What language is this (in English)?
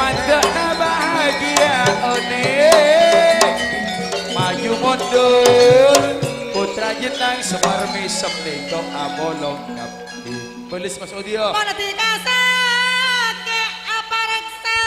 Madurese